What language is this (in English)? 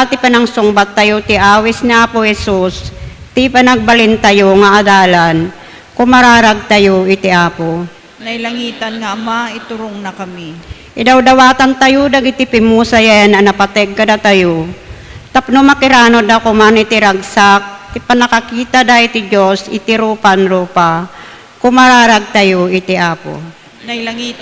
Iloko